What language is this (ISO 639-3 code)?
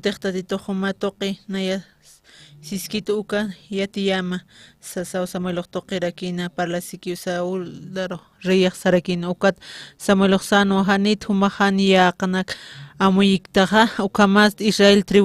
aym